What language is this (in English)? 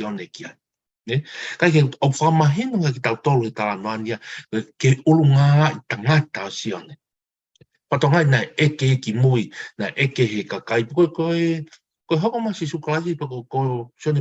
Tongan